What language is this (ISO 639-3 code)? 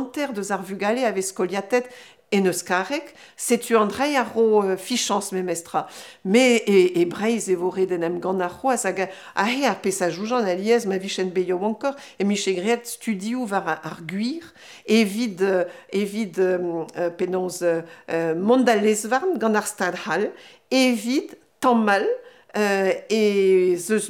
bre